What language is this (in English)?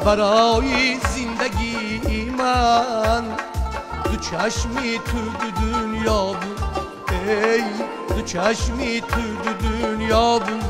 Tajik